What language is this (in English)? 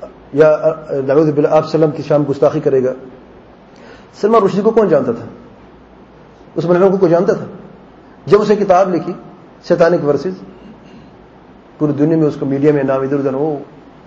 Urdu